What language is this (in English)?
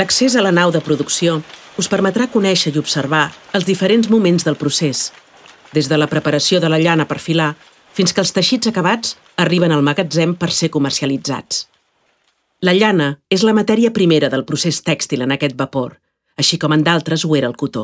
Catalan